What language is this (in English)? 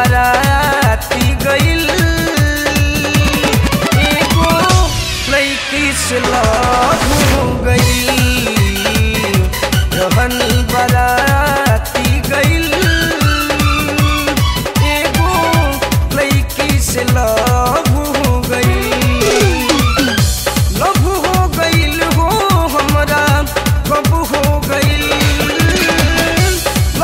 Bhojpuri